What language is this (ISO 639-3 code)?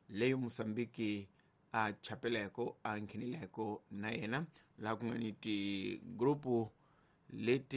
tso